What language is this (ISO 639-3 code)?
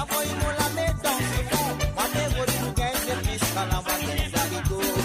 mfe